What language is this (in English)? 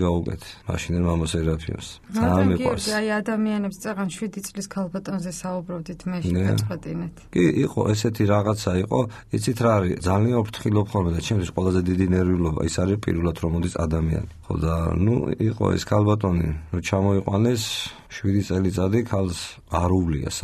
Georgian